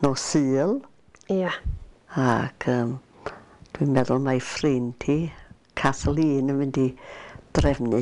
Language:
Welsh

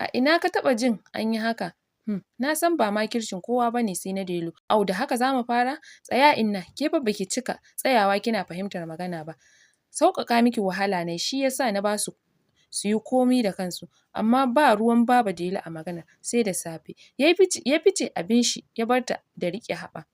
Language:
Hausa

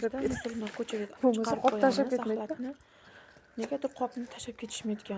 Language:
Uzbek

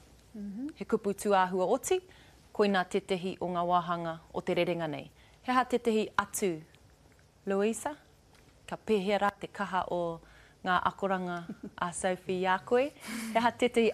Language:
Māori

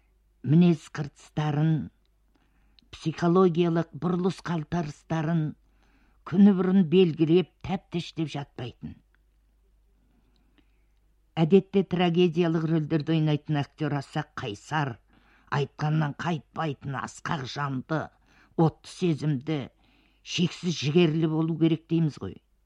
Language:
Kazakh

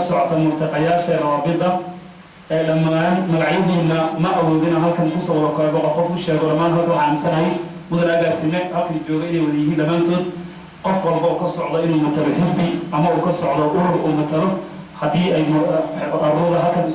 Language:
Somali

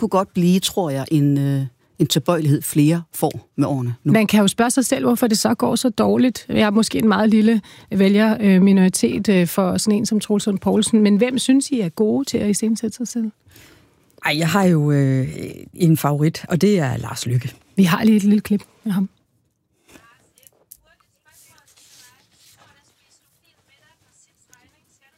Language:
Danish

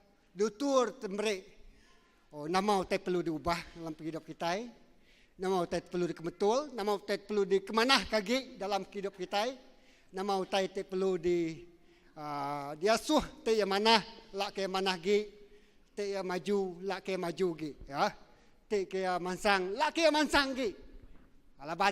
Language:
Iban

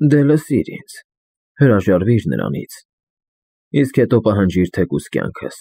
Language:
Armenian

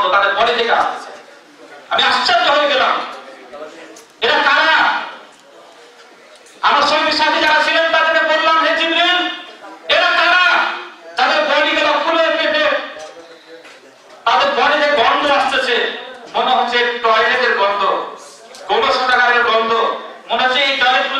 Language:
Bangla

